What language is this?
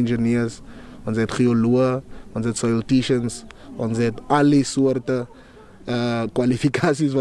Afrikaans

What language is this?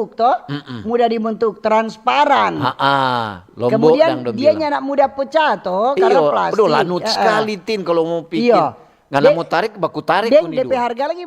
Manado Malay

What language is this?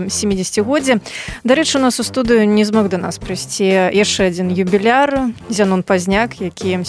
Belarusian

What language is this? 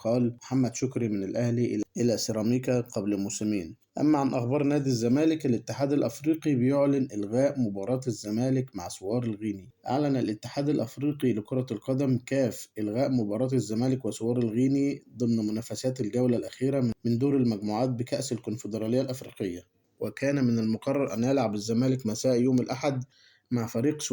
Egyptian Arabic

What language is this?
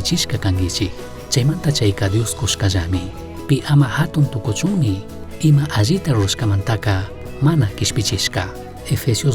Chimborazo Highland Quichua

